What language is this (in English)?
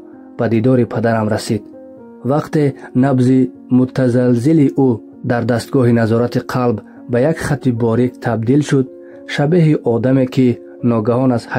Tajik